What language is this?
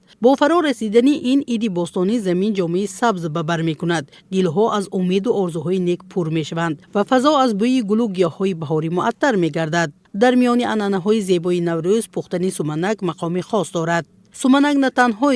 Tajik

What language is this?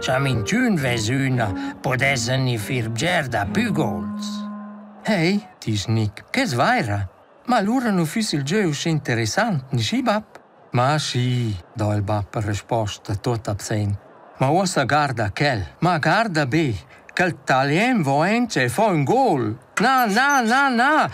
Romansh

